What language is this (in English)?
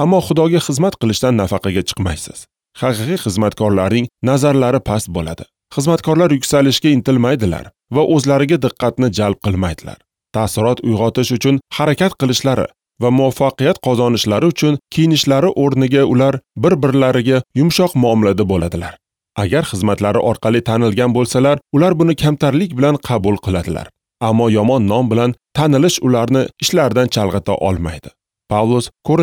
Uzbek